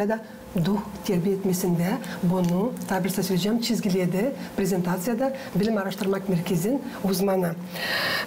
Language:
Gagauz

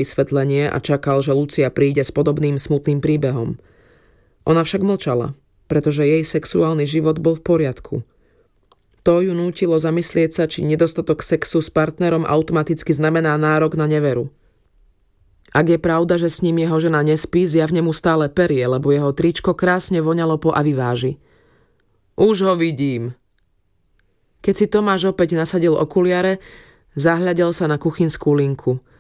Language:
Slovak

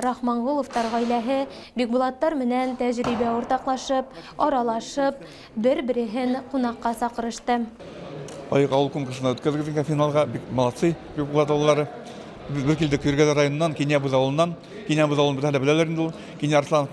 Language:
Bashkir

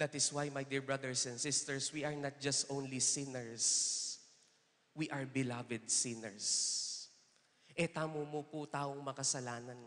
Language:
Pampanga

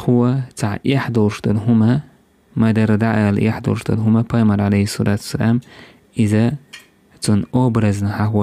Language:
Chechen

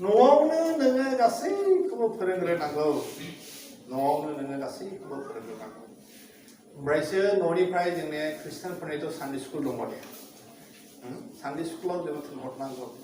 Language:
Bodo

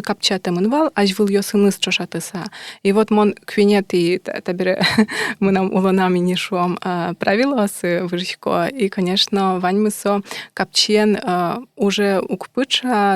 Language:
Udmurt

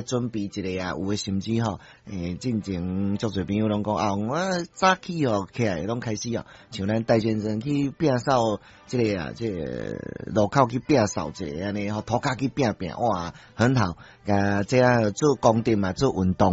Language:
Min Nan Chinese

